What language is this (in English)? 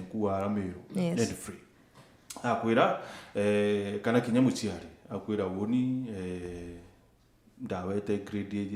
Meru